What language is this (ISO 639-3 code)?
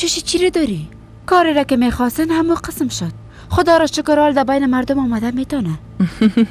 fas